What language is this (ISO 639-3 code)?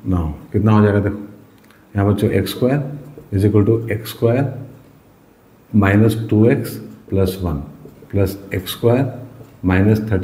hin